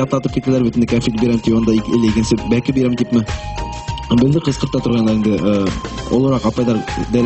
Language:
Bashkir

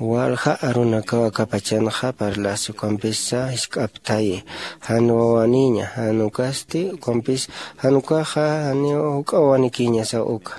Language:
Aymara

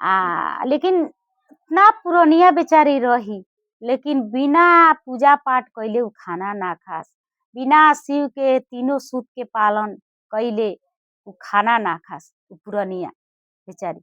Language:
Bhojpuri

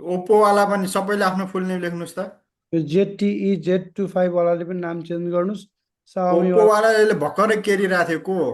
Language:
Nepali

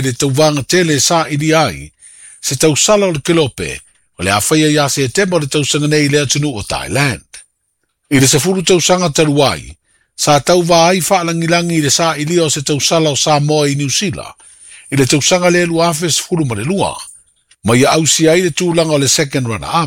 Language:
Samoan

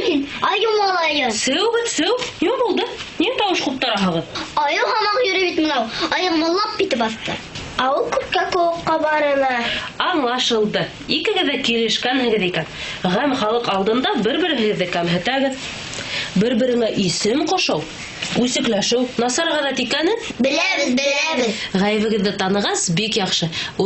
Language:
Bashkir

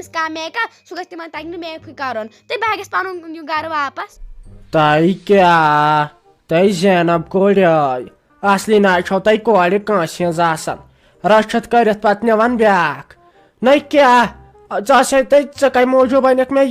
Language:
Kashmiri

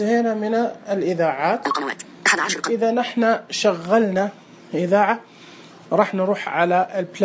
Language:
Najdi Arabic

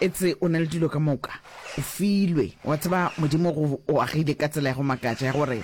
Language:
Northern Sotho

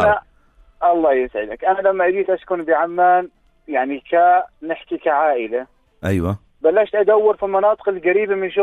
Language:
North Levantine Arabic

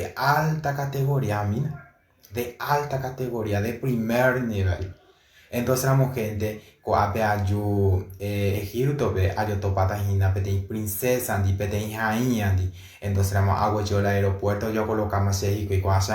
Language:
Guarani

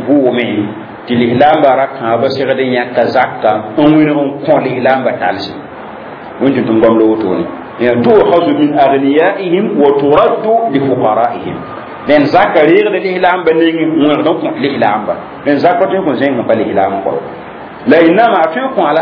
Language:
Mossi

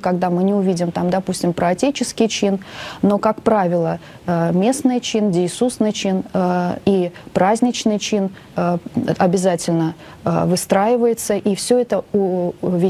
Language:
Russian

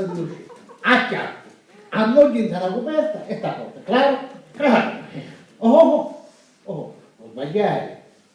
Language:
Sicilian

